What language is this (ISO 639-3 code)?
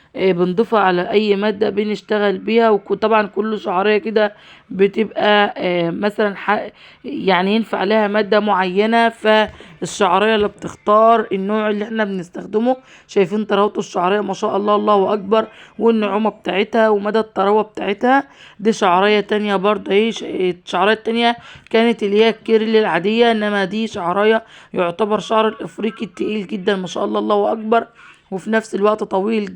arz